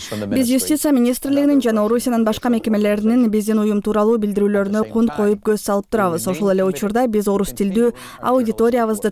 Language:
Kyrgyz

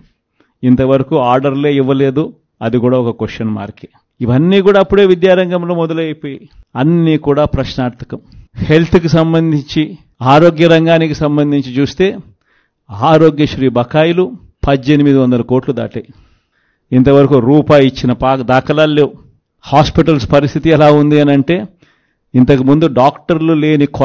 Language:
Telugu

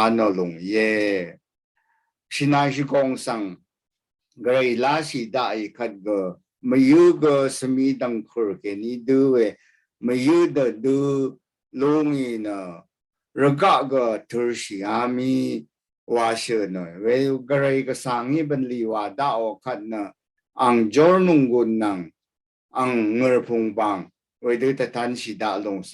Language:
Rawang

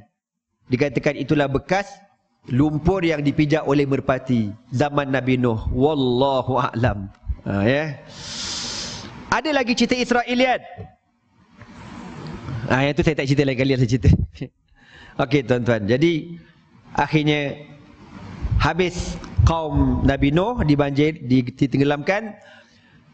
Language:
Malay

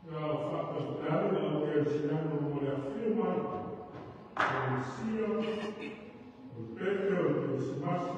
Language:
Samoan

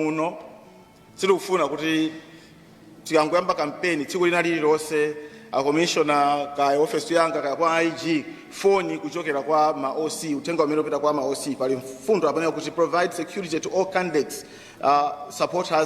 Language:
Nyanja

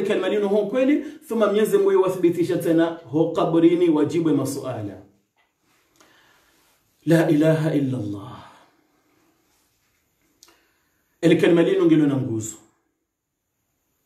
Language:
Swahili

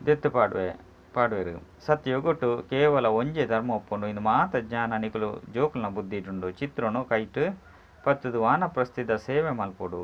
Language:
Tulu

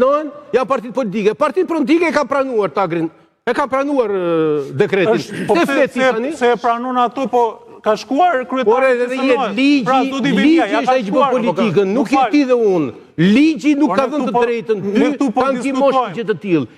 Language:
Albanian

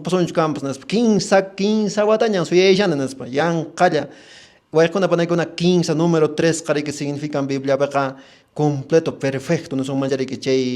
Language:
Quechua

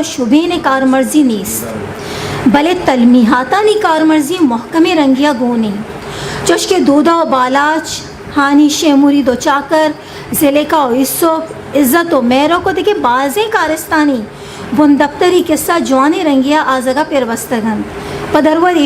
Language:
Eastern Balochi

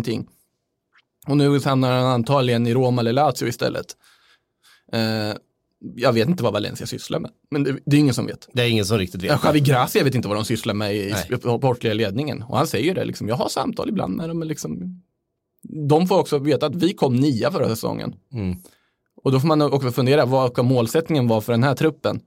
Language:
Swedish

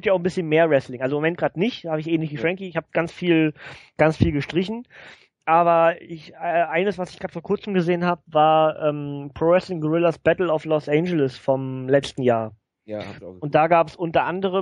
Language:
German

